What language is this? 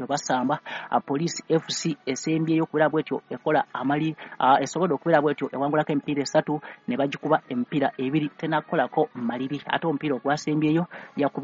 Ganda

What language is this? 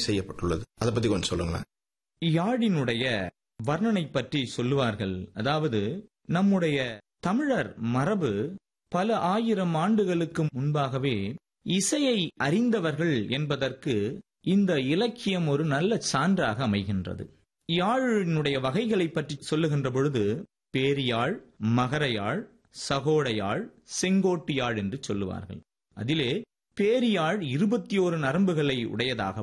Tamil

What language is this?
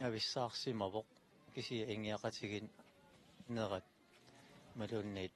Kalaallisut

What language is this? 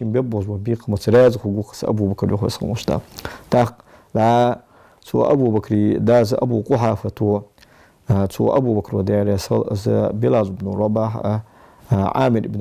Ingush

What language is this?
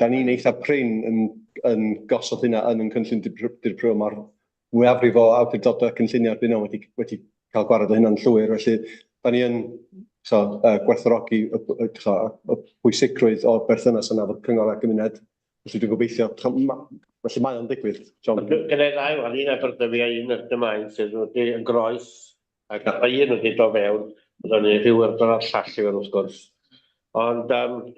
Welsh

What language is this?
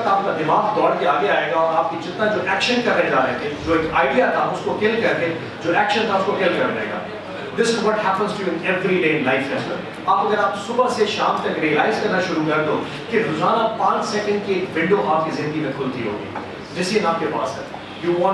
Urdu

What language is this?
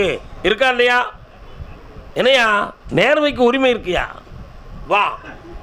Tamil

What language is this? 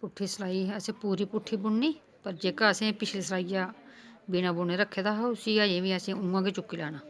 Dogri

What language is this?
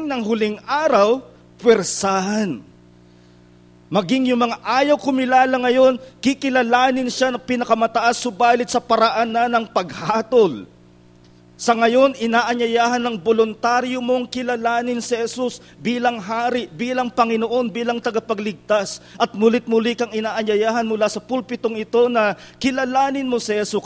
Filipino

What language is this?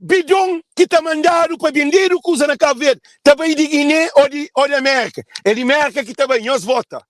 Kabuverdianu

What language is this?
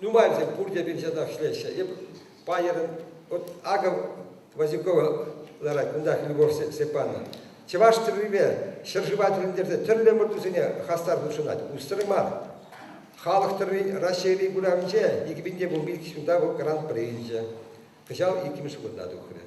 Chuvash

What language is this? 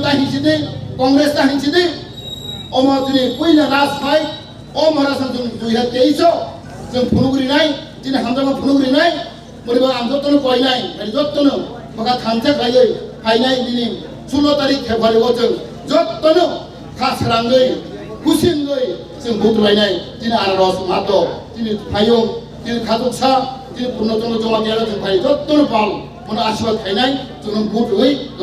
Kok Borok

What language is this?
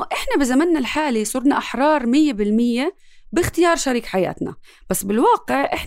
North Levantine Arabic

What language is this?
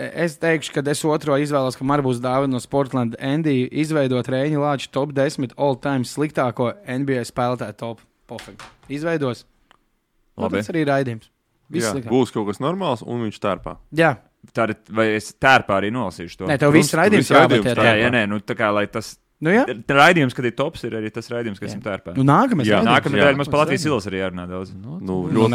Latvian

